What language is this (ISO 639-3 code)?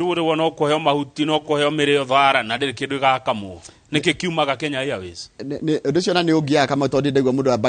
kik